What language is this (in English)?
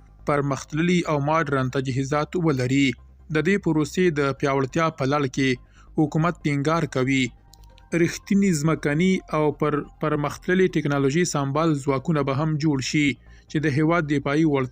Pashto